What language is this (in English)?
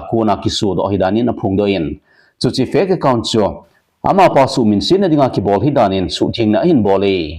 Thado Chin